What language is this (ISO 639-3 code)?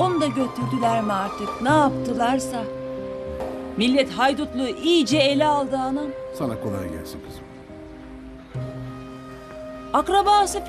tur